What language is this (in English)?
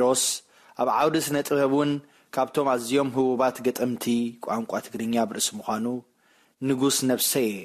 Tigrinya